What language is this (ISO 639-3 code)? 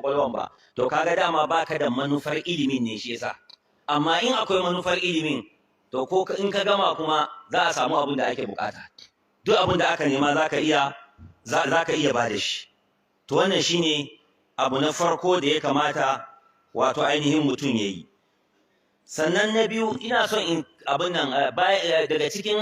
hau